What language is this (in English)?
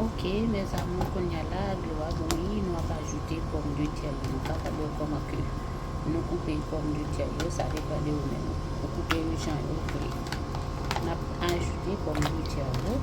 Haitian Creole